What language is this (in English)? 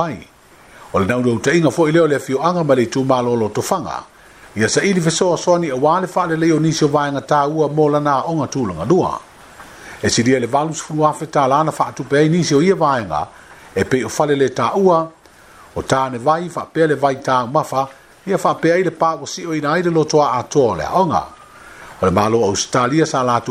Samoan